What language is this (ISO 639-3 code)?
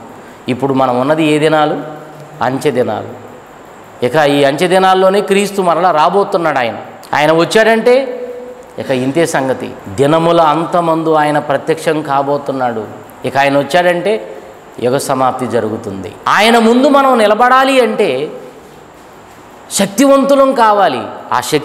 tel